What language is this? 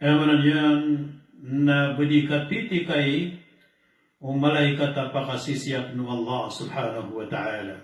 Maranao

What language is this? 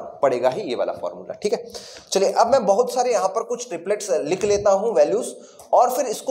Hindi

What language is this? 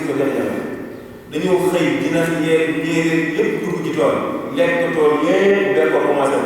Wolof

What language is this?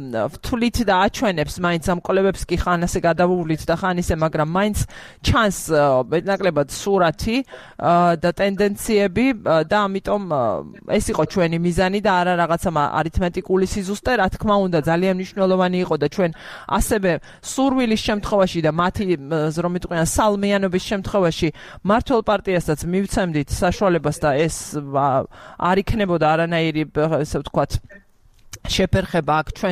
Georgian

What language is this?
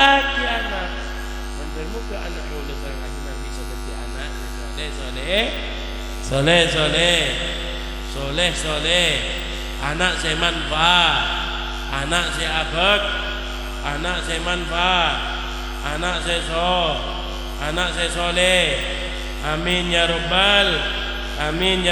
Madurese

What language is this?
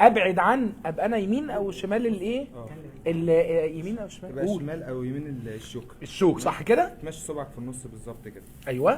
Egyptian Arabic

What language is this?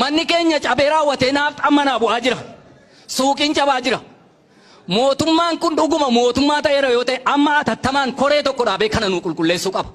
Oromo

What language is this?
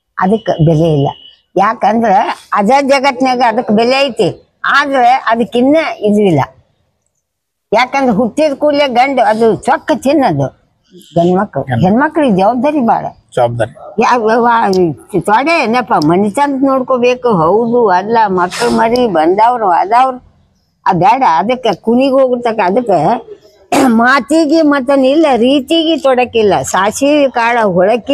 Kannada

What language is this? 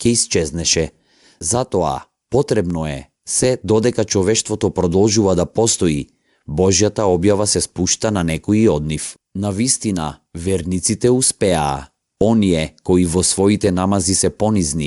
Macedonian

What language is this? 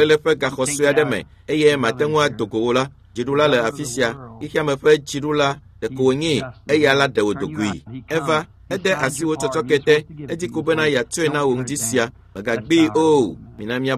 Ewe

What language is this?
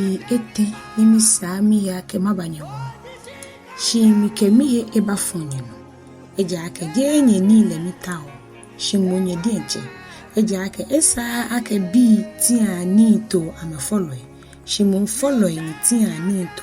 Ga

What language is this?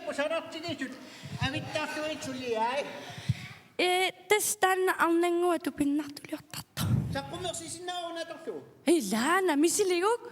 Kalaallisut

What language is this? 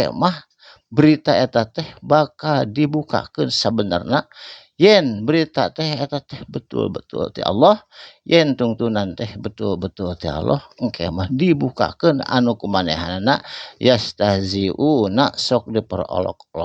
Sundanese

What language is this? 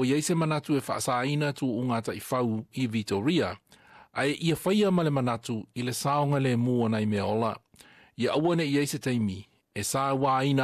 Samoan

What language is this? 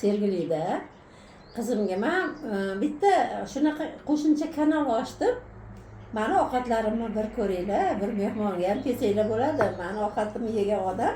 Uzbek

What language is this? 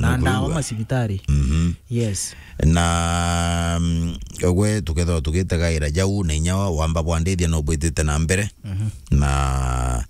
Meru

